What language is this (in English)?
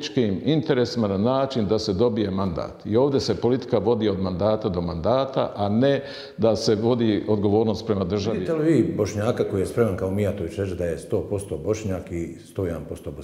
Bosnian